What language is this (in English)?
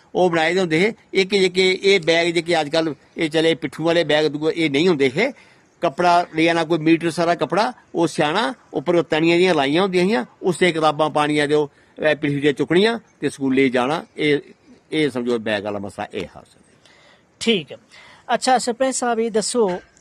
Dogri